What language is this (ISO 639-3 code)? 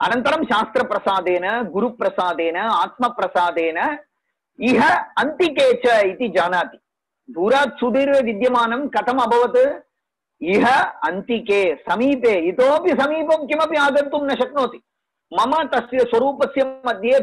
san